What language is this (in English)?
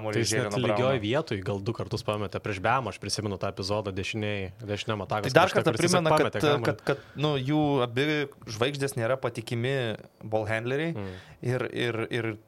Lithuanian